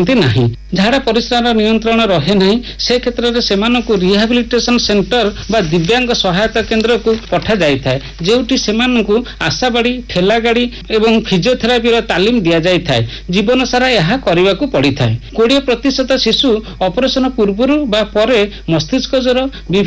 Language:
Odia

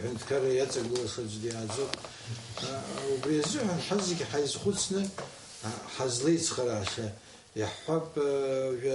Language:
Abkhazian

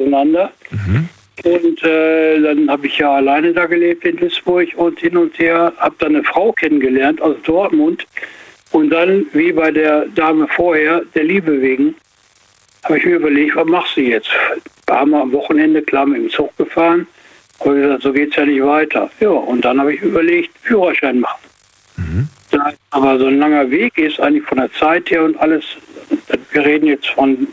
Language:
German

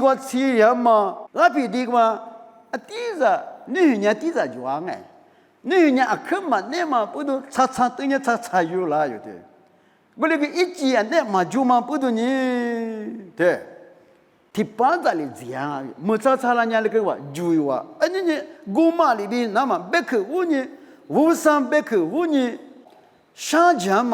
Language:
Lisu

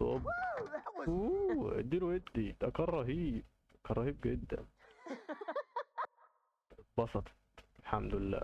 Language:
Egyptian Arabic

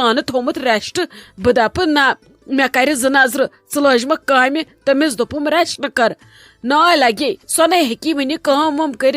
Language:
Kashmiri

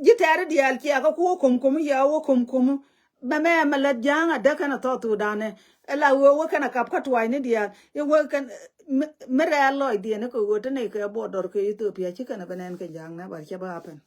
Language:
Nuer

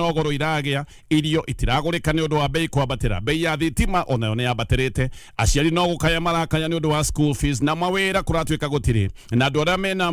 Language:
Kikuyu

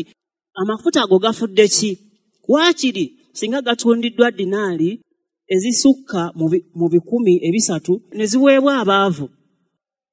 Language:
Ganda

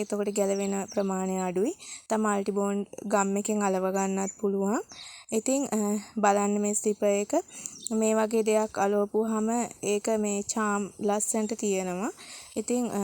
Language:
Sinhala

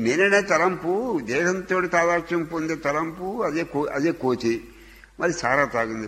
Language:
Telugu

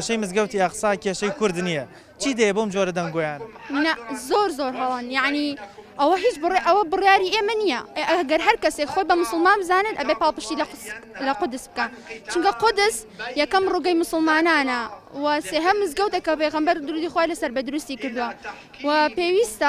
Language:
Central Kurdish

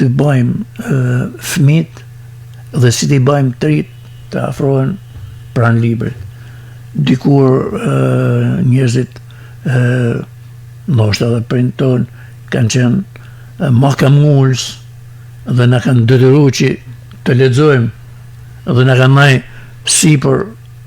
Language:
Albanian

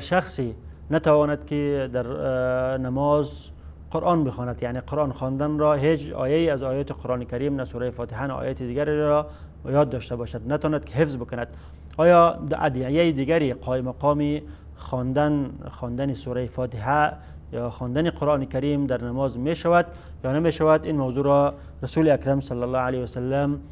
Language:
Tajik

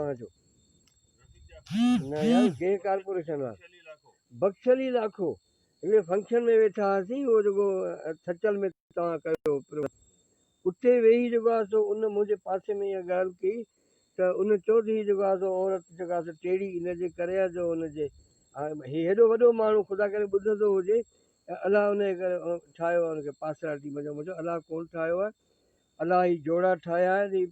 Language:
Sindhi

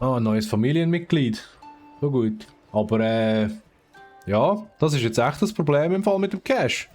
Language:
Swiss German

